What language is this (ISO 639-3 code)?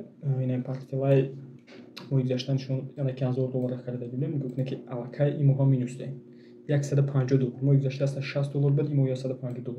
tgk